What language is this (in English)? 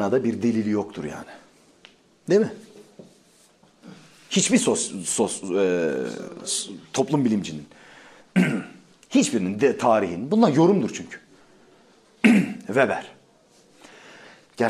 Turkish